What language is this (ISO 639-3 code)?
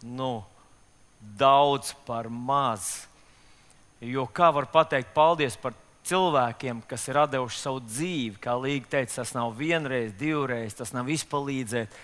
lav